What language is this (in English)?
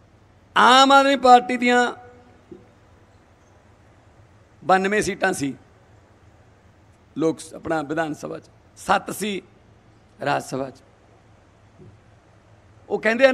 Punjabi